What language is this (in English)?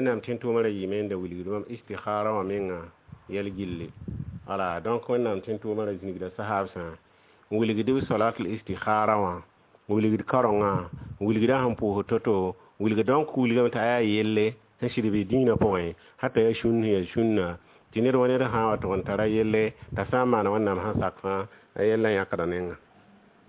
Mossi